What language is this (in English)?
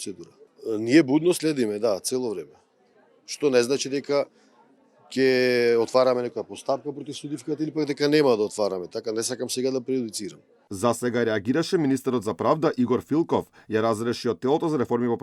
Macedonian